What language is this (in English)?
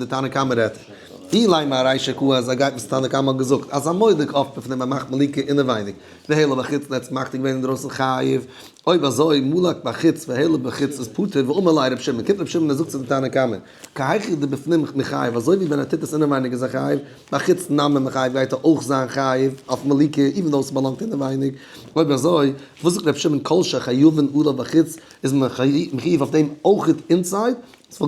Yiddish